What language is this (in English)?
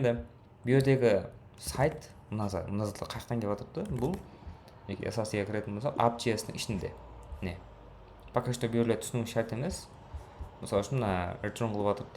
Kara-Kalpak